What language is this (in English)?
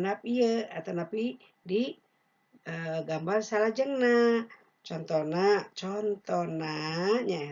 Sundanese